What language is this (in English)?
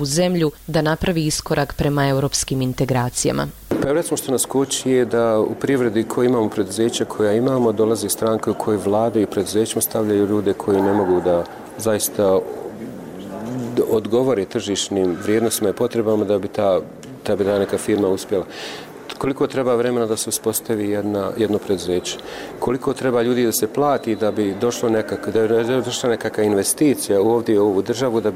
Bosnian